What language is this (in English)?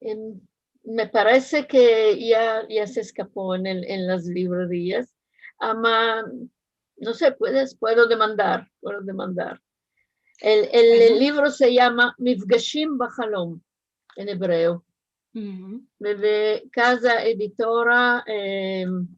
Ladino